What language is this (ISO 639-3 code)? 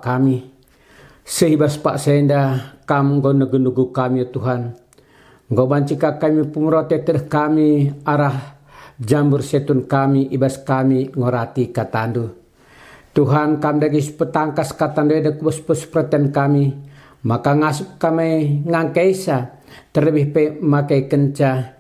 btx